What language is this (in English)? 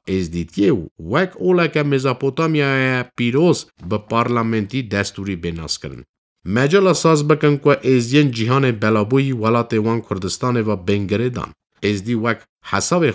Kurdish